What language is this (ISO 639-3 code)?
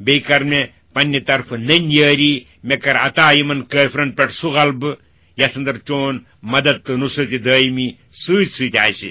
kas